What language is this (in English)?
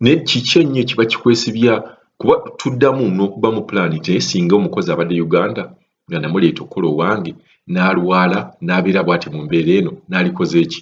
Ganda